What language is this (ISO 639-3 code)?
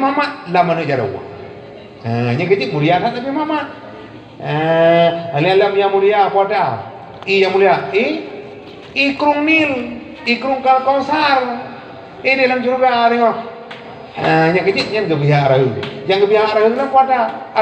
ace